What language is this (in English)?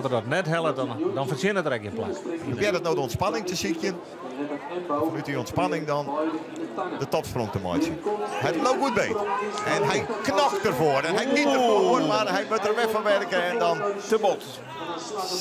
Western Frisian